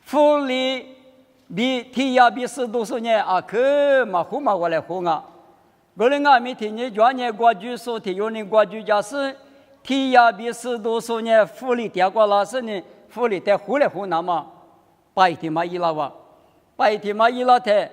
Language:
Lisu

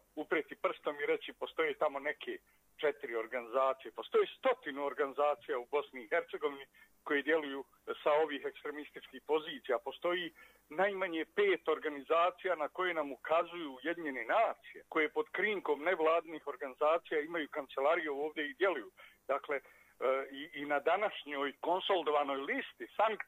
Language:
Bosnian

